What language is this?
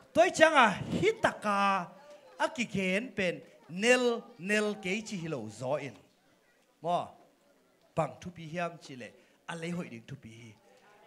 Tedim Chin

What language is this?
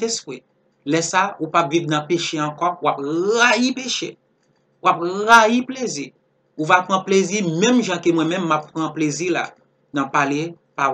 Haitian Creole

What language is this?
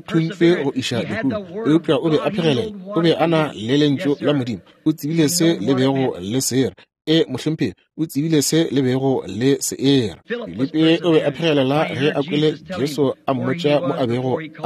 Northern Sotho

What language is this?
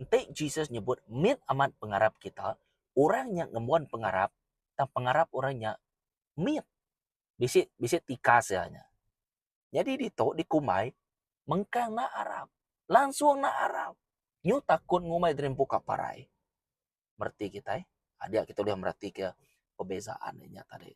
Iban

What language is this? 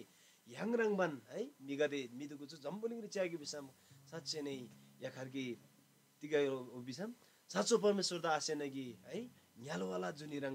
Eastern Tamang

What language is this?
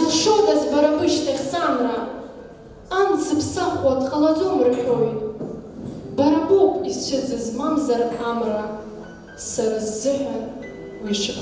Abkhazian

